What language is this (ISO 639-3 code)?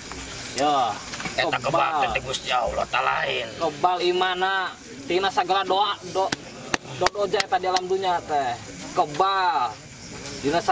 sun